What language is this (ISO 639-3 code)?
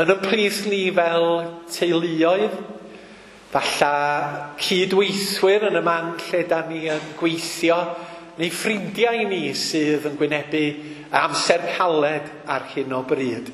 cym